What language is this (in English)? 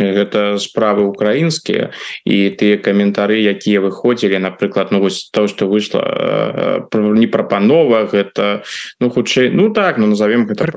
Belarusian